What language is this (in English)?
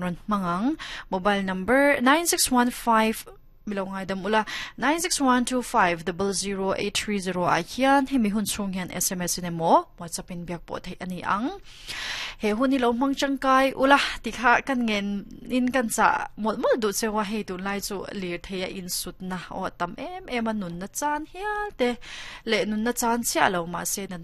Mizo